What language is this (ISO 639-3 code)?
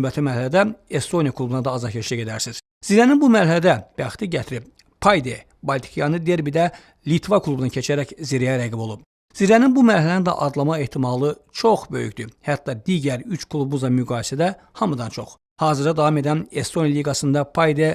aze